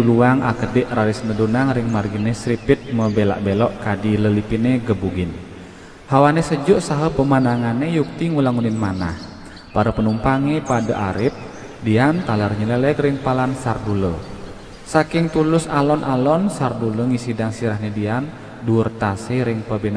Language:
Balinese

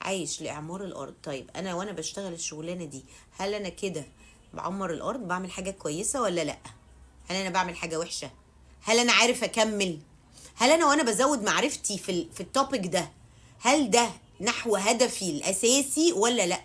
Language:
Egyptian Arabic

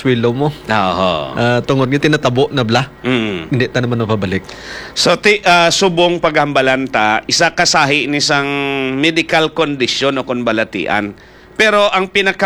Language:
Hiligaynon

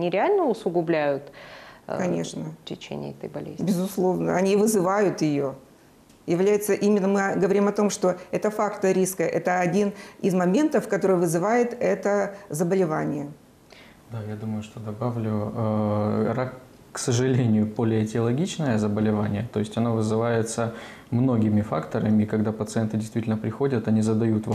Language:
Russian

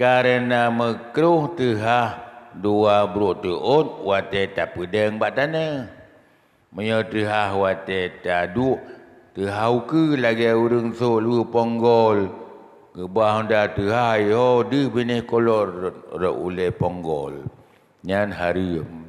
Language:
Achinese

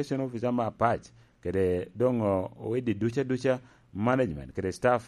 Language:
Lango (Uganda)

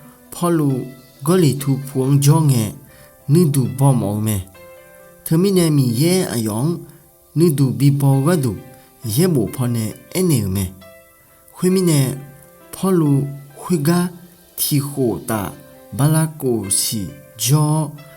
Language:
Akha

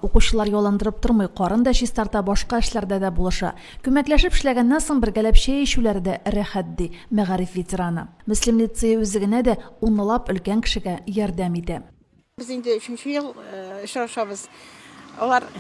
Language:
Tatar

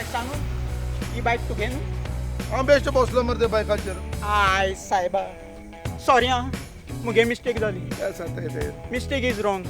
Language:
Konkani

